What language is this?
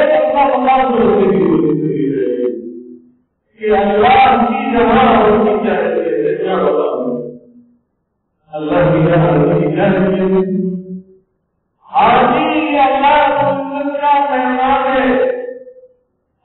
Urdu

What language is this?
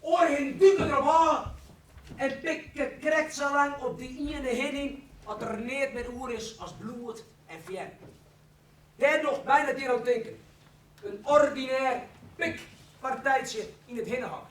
Western Frisian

